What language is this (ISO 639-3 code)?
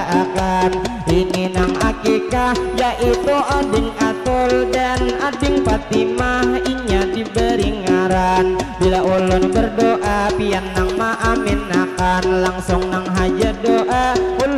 bjn